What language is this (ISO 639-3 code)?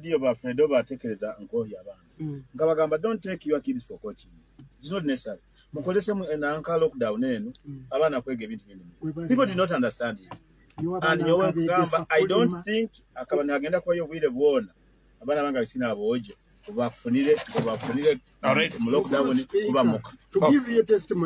nyo